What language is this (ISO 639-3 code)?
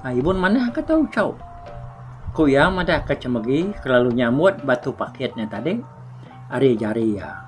iba